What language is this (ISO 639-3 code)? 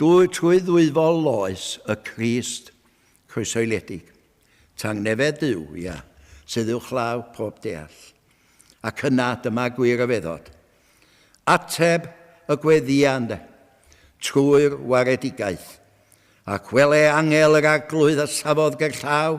cym